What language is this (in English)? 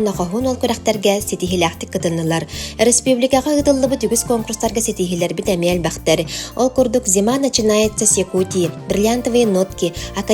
Yakut